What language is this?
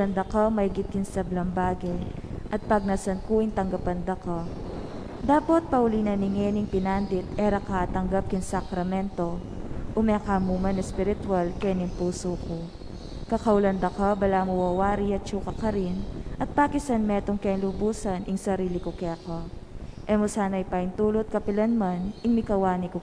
Pampanga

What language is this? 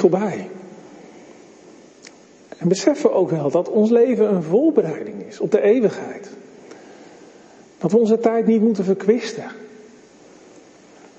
Dutch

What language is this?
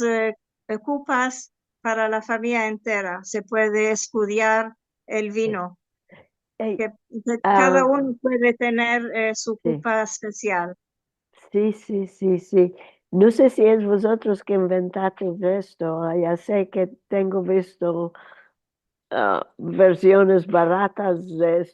Ladino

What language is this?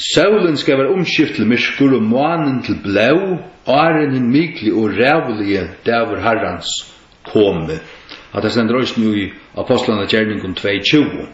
Faroese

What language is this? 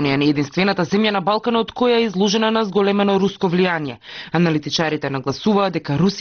Macedonian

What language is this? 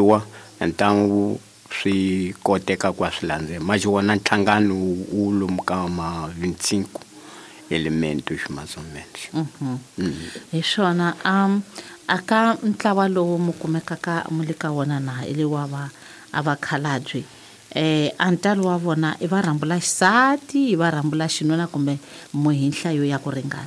Tsonga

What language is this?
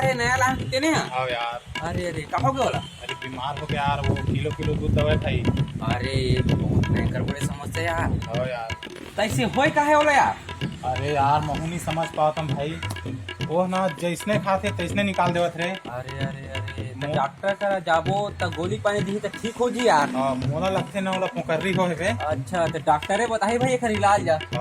Chhattisgarhi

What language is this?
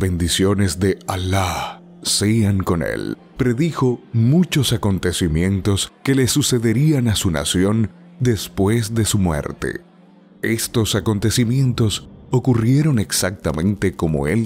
Spanish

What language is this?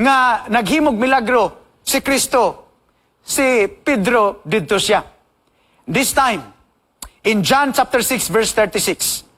Cebuano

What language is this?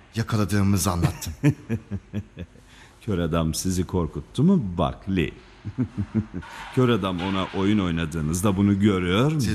Turkish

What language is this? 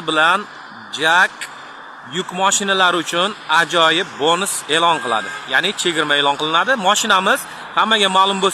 Uzbek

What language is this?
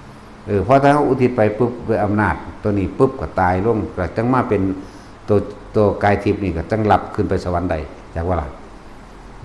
Northeastern Thai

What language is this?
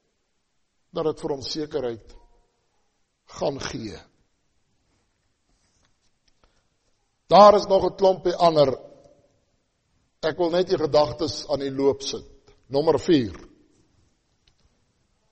Afrikaans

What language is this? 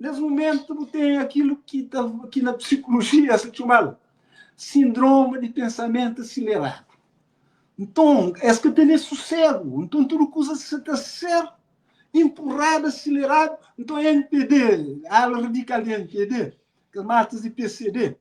Kabuverdianu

